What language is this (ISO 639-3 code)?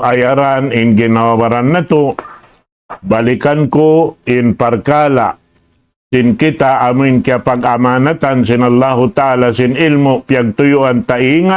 tsg